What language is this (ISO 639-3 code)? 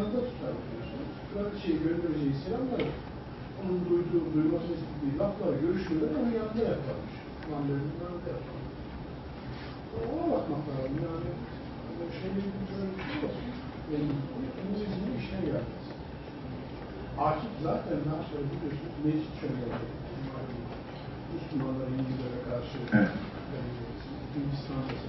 tur